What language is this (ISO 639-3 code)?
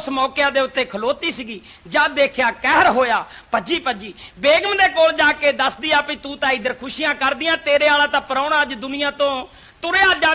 pan